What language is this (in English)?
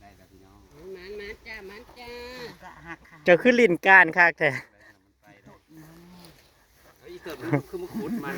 Northeastern Thai